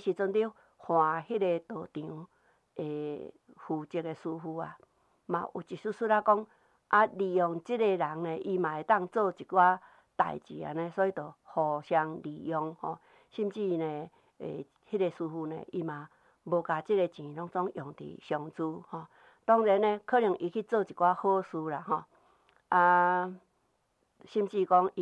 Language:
Min Nan Chinese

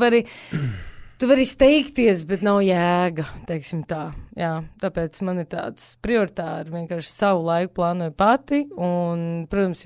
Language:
Latvian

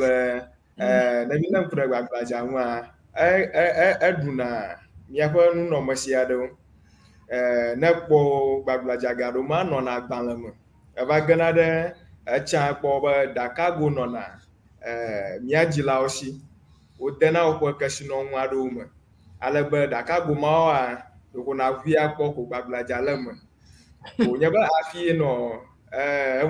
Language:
Ewe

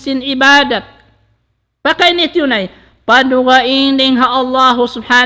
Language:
Tausug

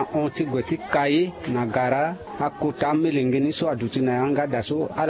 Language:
Sango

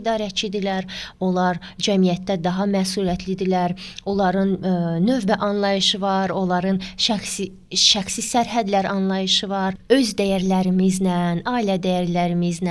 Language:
Azerbaijani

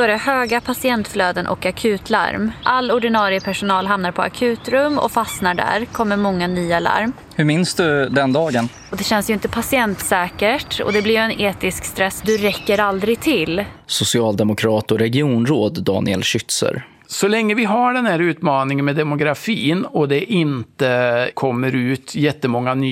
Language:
Swedish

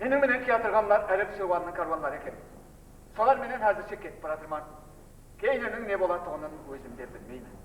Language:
Kara-Kalpak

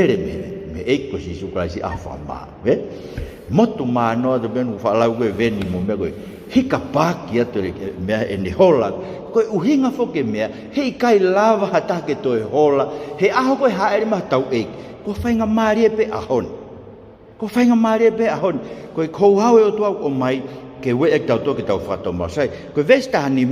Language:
Tongan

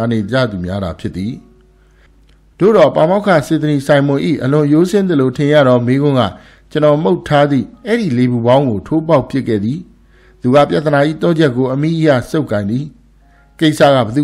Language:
Burmese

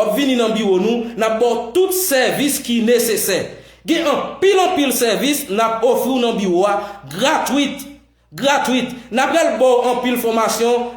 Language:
Haitian Creole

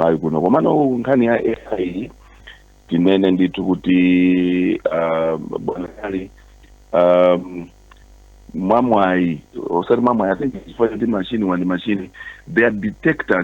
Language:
Nyanja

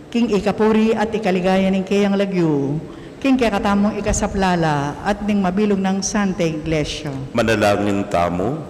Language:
Pampanga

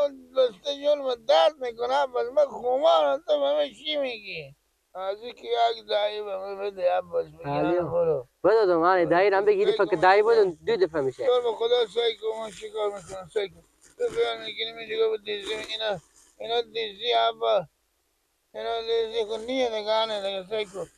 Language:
Persian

